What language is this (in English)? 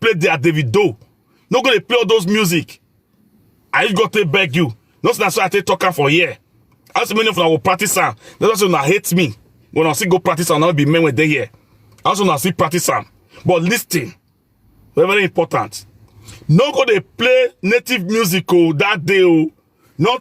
Nigerian Pidgin